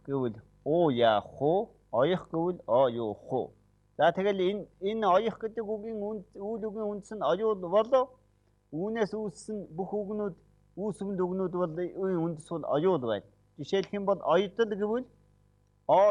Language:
Mongolian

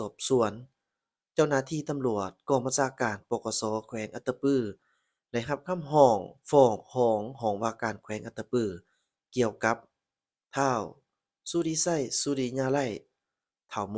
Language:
Lao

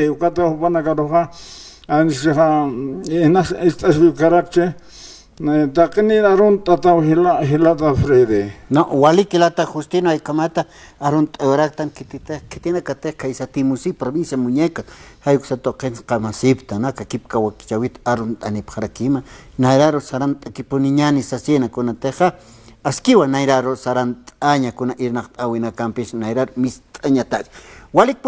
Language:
Aymara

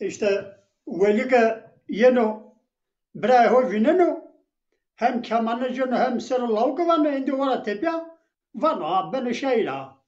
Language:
Zaza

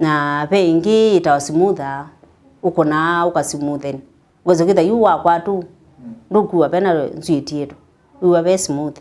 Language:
Kamba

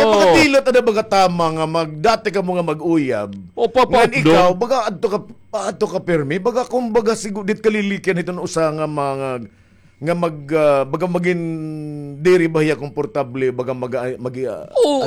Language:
Waray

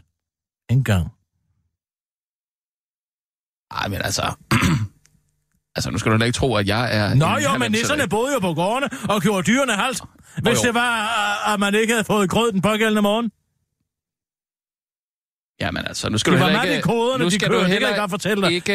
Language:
Danish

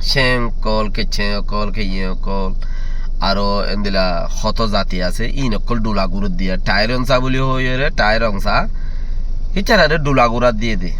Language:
Rohingya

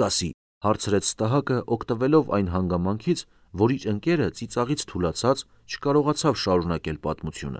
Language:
Armenian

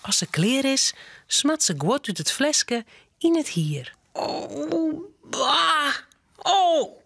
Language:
Western Frisian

